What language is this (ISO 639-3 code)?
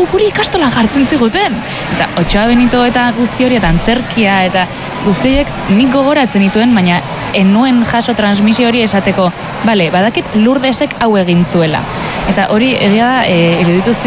eus